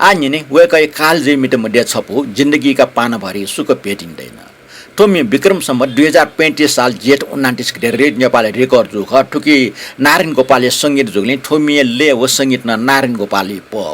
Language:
Newari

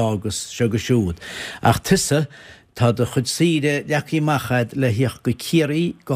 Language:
Irish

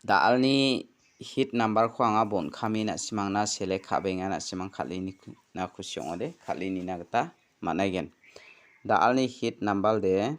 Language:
Garo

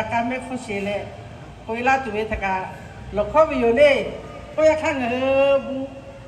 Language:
Lahu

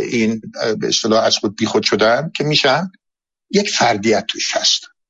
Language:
Persian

